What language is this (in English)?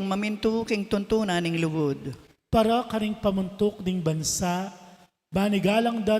Pampanga